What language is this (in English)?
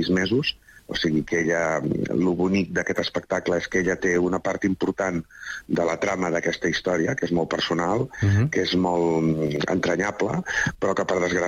Catalan